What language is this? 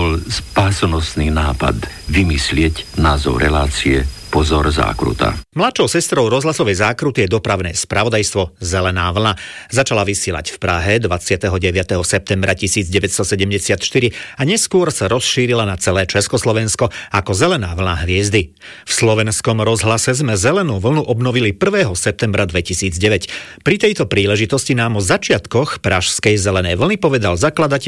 Slovak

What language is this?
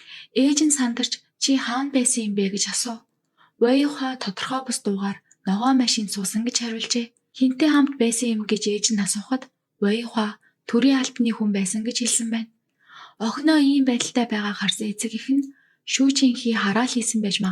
Mongolian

